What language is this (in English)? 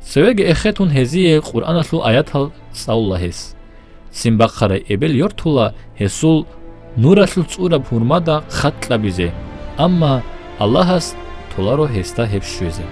Avaric